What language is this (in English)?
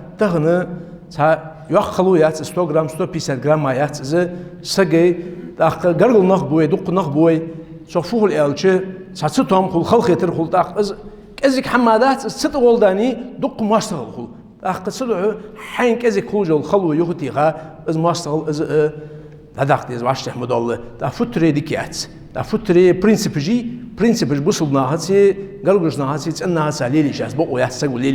Ingush